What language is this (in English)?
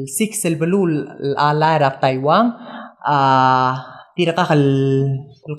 Palauan